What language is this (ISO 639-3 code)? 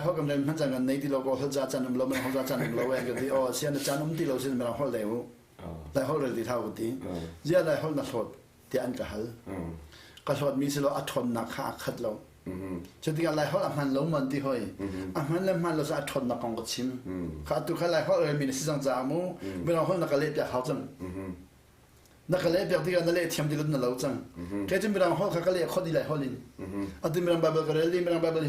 cnh